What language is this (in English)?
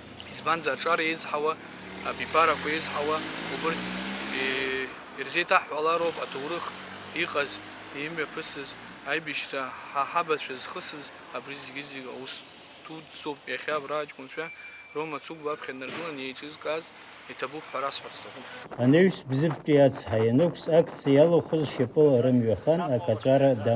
Abkhazian